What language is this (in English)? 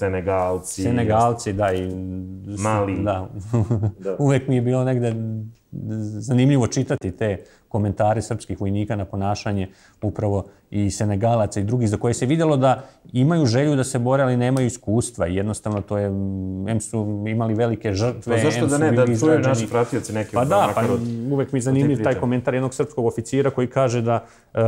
Serbian